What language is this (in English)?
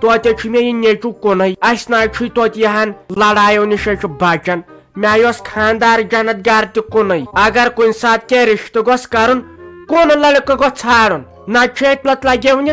Kashmiri